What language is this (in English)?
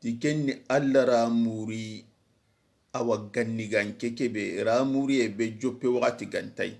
Soninke